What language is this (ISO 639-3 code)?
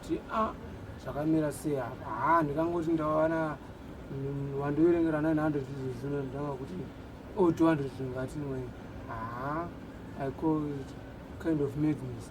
sna